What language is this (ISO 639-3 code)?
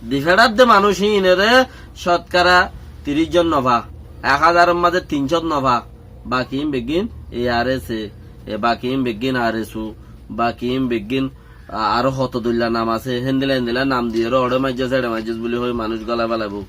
rhg